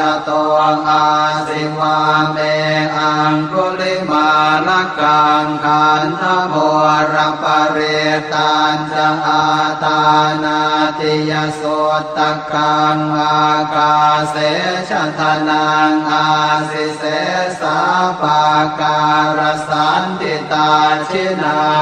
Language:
Pali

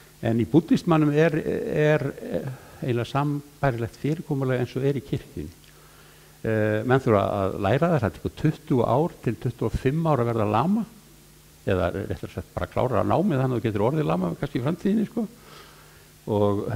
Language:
Icelandic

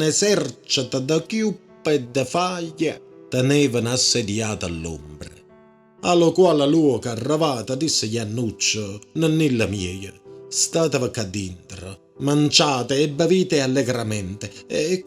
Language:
Neapolitan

